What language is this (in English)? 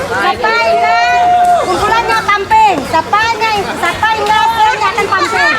Iban